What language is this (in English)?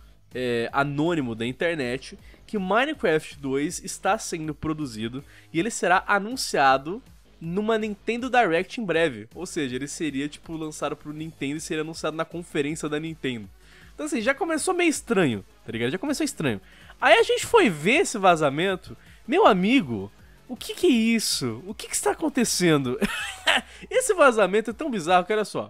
Portuguese